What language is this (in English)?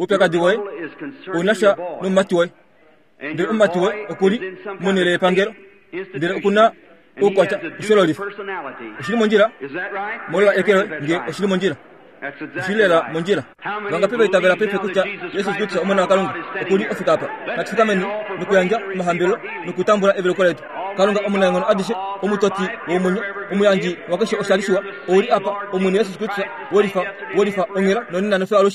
Kuanyama